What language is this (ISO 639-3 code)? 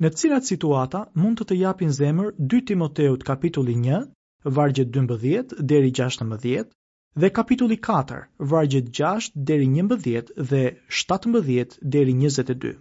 sqi